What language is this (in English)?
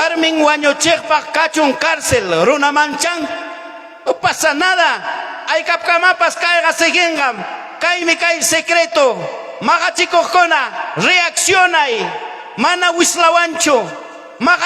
Ayacucho Quechua